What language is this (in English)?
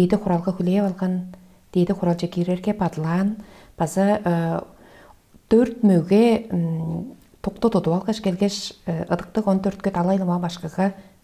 Tuvinian